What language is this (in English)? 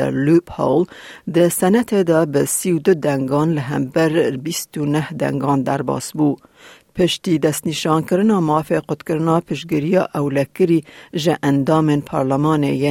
Kurdish